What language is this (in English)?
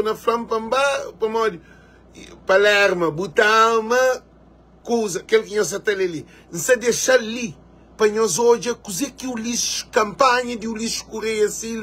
Kabuverdianu